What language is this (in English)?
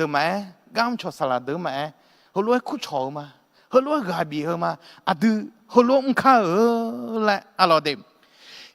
Akha